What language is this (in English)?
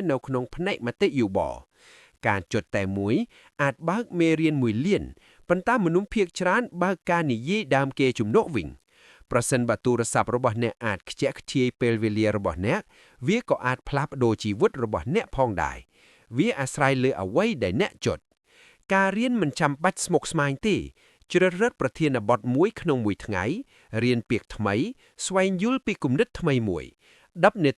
Khmer